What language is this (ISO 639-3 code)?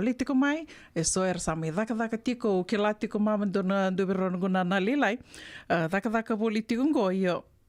fij